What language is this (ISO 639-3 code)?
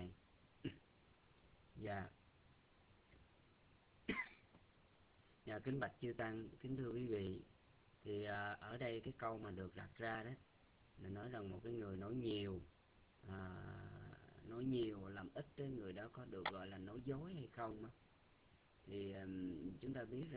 vie